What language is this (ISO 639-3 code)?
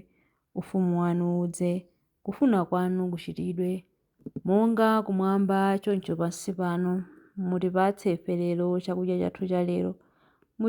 nya